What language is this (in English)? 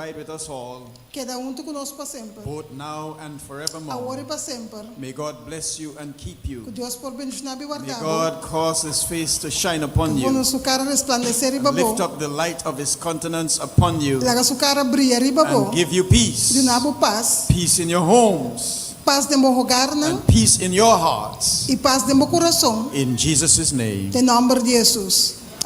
Papiamento